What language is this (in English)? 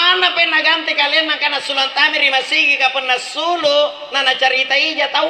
Makasar